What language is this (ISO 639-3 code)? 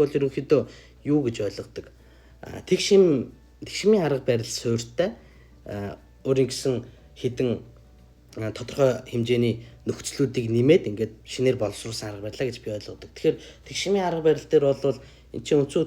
mon